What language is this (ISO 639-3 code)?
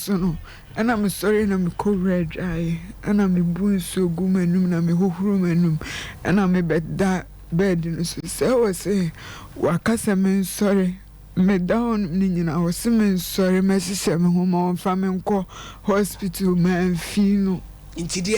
aka